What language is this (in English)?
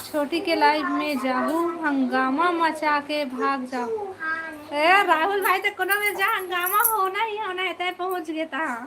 Chhattisgarhi